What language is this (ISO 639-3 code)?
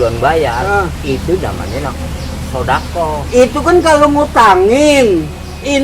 bew